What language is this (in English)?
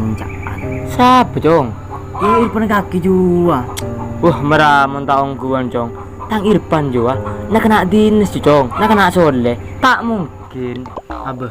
Madurese